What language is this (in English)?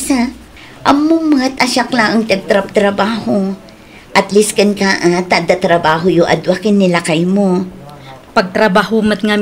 Iloko